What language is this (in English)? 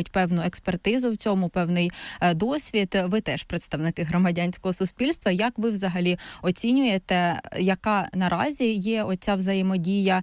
Ukrainian